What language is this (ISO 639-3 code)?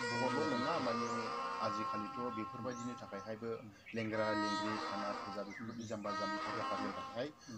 brx